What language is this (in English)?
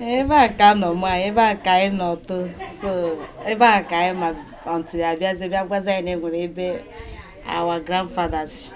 Igbo